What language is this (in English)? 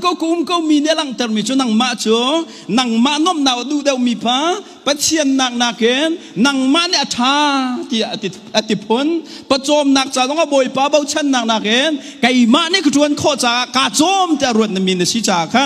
Hakha Chin